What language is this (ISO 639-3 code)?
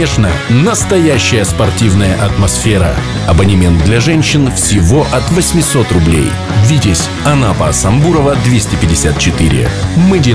rus